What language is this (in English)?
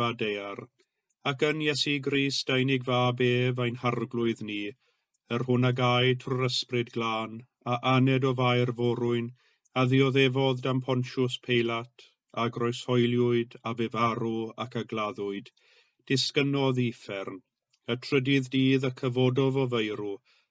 Welsh